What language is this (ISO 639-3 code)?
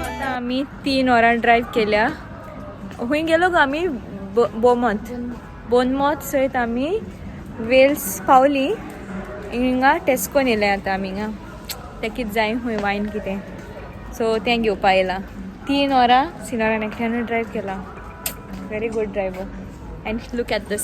kok